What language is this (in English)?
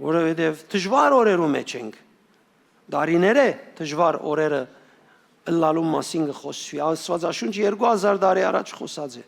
Western Armenian